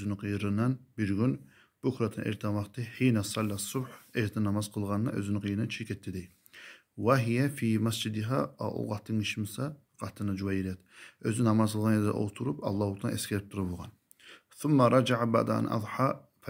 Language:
Kumyk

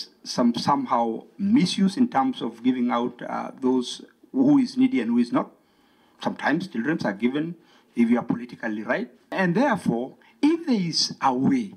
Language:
Kamba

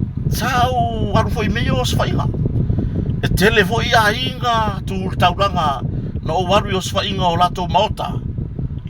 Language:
Samoan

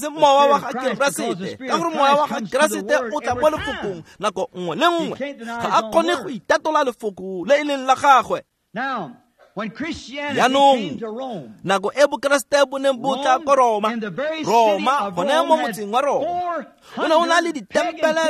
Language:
Tswana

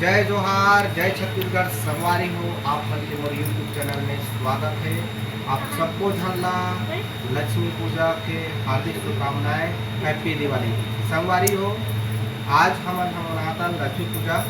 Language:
Chhattisgarhi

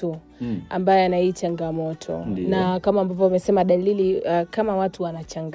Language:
Swahili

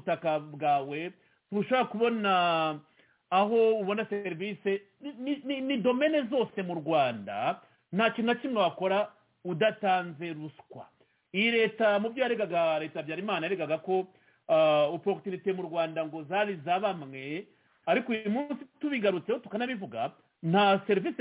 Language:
Kinyarwanda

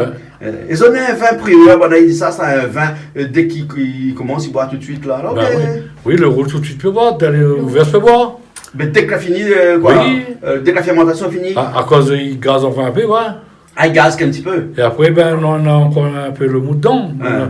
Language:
Réunion Creole French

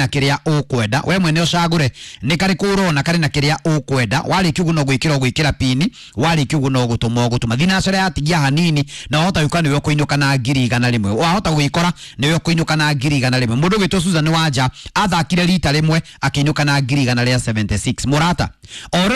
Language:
Kikuyu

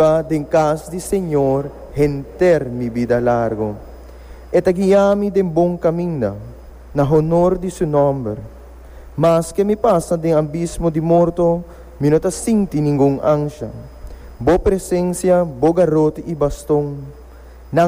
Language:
Papiamento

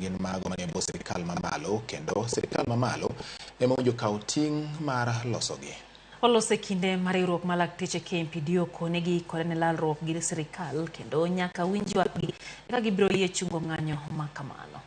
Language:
Luo (Kenya and Tanzania)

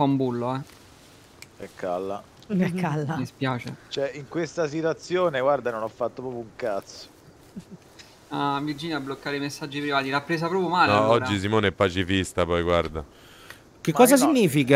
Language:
Italian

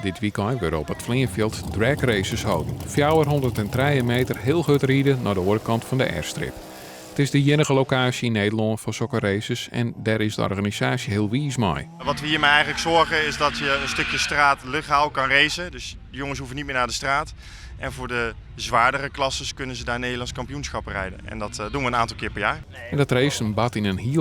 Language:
Western Frisian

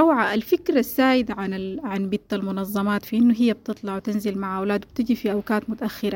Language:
Sudanese Arabic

